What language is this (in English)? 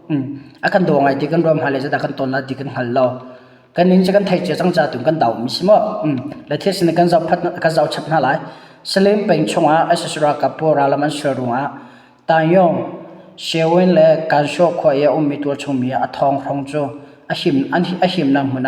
Hakha Chin